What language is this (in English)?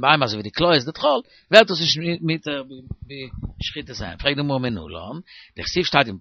Yiddish